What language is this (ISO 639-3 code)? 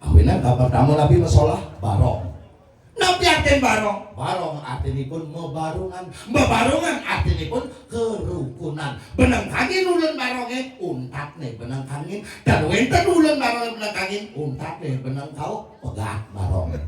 ban